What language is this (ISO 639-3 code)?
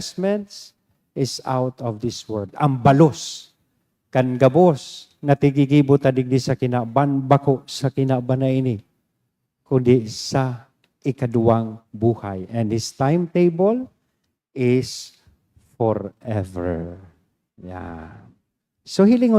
bik